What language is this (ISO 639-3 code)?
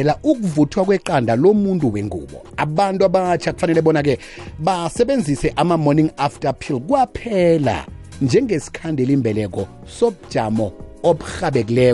nbl